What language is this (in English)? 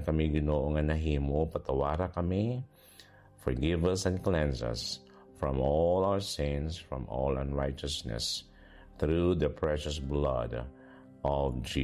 Hiligaynon